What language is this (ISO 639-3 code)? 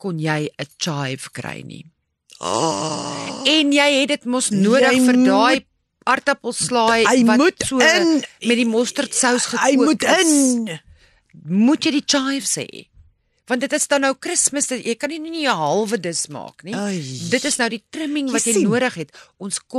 afr